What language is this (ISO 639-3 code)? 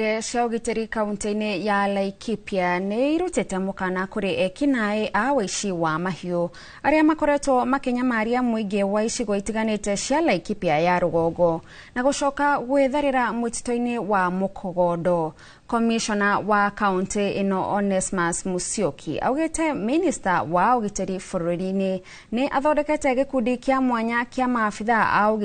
kik